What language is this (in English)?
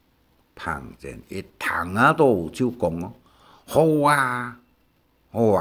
Hakka Chinese